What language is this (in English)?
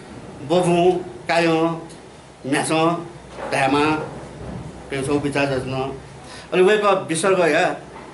Newari